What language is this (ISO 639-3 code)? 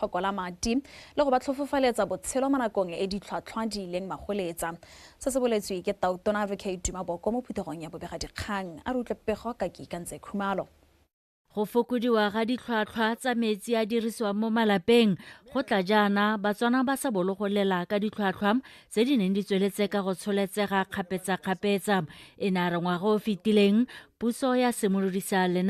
tsn